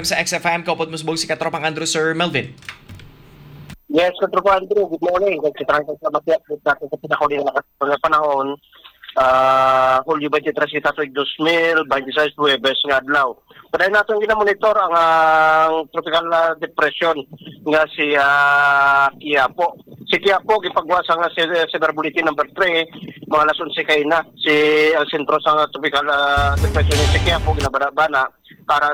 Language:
Hiligaynon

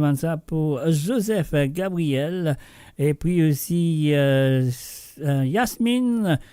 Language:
Morisyen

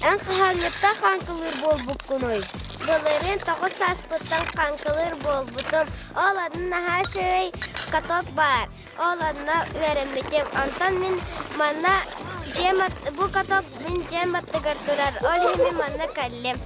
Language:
Yakut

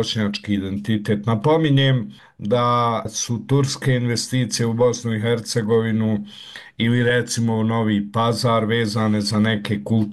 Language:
Bosnian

